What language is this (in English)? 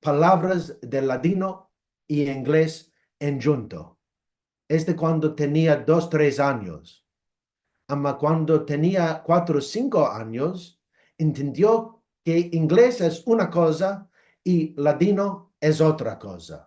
Ladino